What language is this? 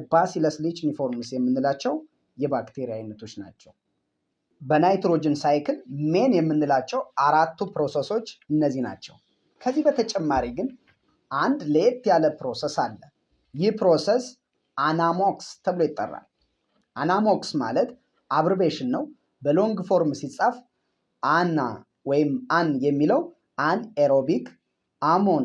Amharic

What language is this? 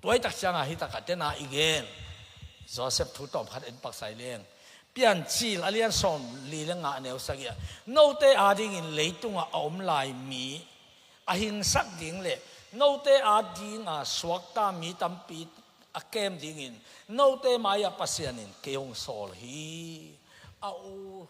Tedim Chin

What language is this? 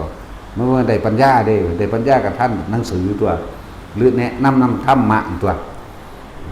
Northeastern Thai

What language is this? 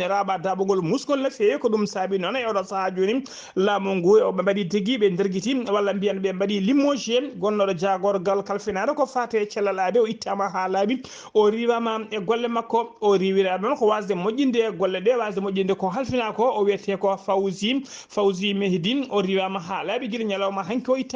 Fula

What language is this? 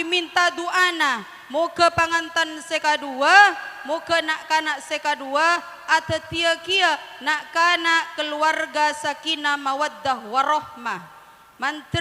Madurese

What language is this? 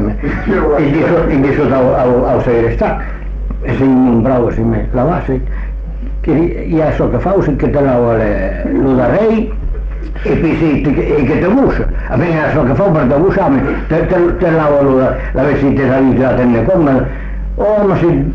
Catalan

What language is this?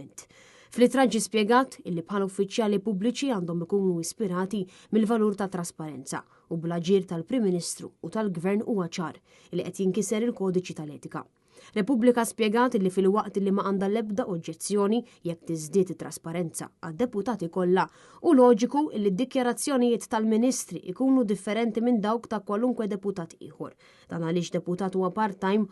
Maltese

